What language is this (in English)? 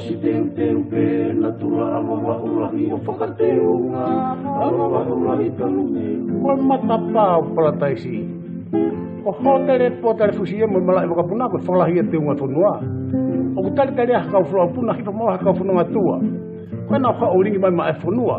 Tongan